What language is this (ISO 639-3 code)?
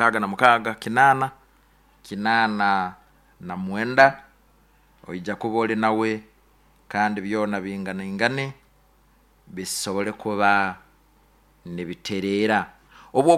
nyo